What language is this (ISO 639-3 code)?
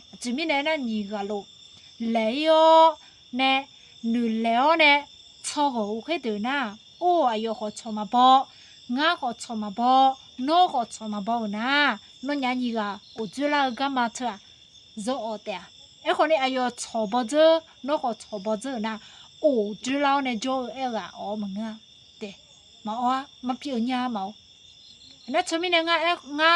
ahk